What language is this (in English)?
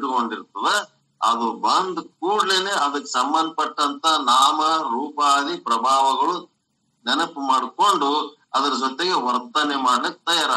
Kannada